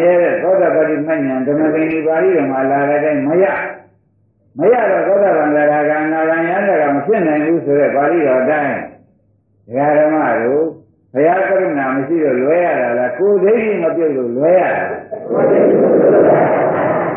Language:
Burmese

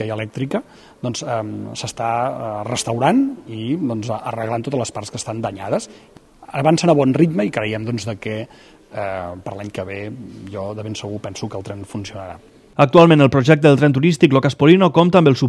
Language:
Catalan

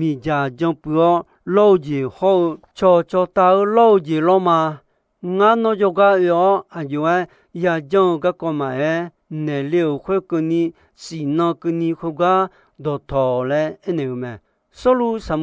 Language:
Akha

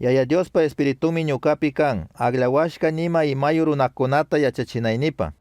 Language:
Chimborazo Highland Quichua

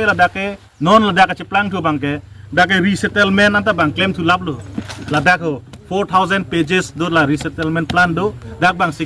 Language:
Karbi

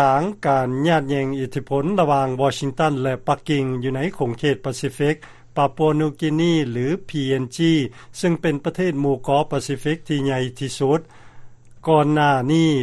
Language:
Lao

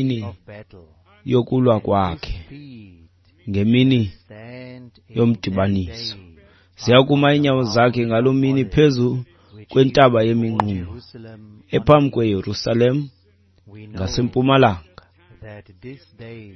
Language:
Xhosa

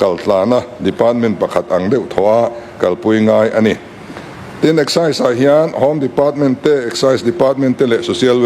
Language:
Mizo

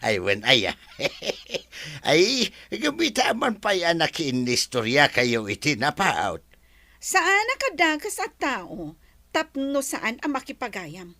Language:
Iloko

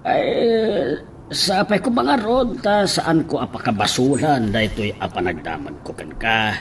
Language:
Iloko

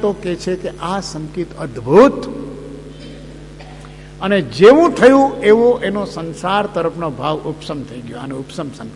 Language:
Gujarati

